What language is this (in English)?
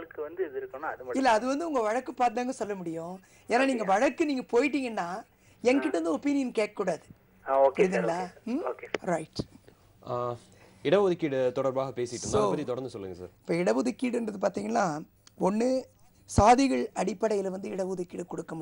Tamil